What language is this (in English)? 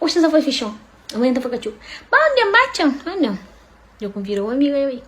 Kabuverdianu